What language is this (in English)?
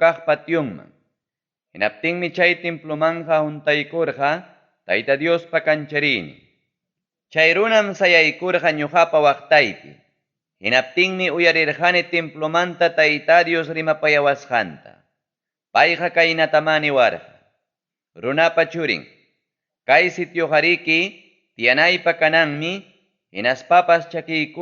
Ayacucho Quechua